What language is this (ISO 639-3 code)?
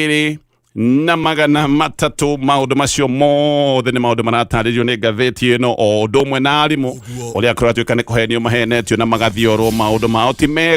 kik